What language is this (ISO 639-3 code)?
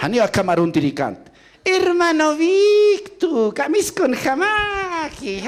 aym